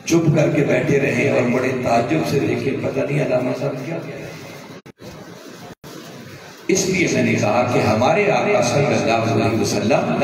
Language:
Urdu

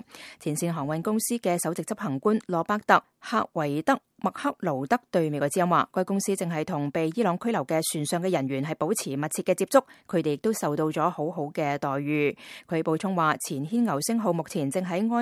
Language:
Cantonese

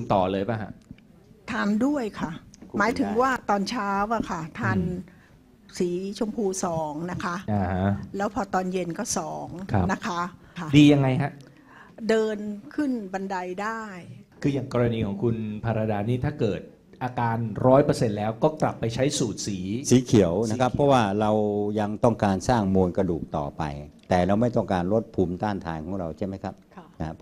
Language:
Thai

